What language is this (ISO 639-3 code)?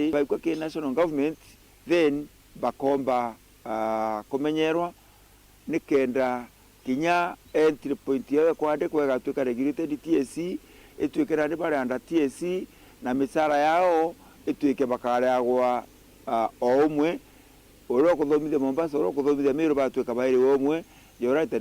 mer